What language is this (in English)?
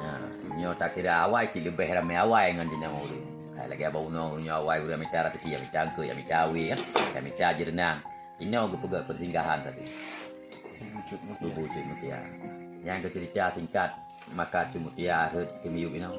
Achinese